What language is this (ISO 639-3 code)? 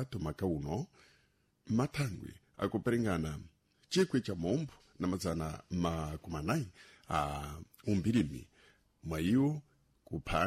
seh